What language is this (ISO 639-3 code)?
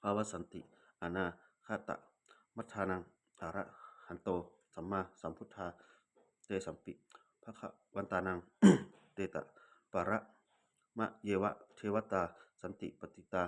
pli